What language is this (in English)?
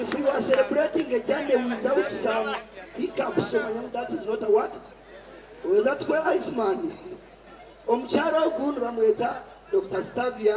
Nyankole